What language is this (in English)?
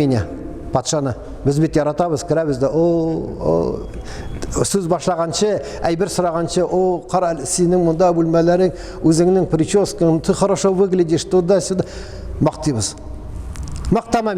Tatar